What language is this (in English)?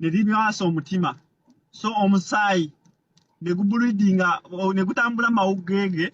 Ganda